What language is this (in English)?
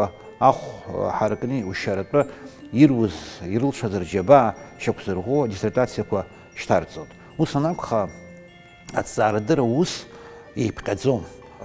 Abkhazian